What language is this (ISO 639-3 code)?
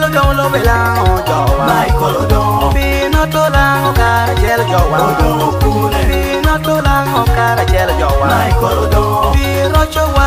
laj